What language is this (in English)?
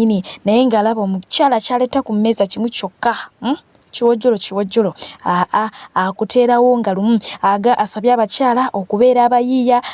Ganda